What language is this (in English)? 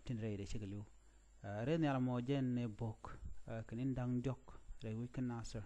Nuer